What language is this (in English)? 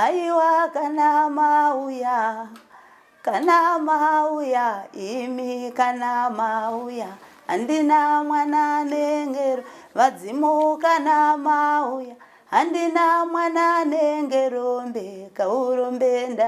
Shona